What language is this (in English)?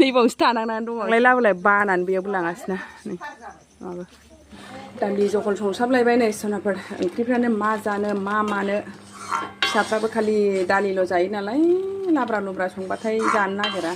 Bodo